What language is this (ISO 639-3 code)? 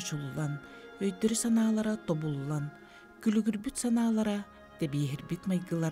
sah